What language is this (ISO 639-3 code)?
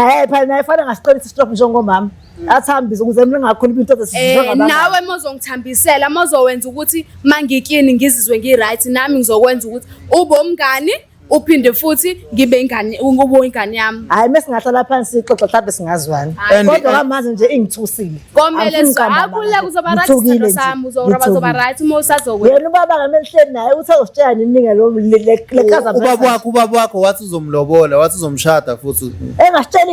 zul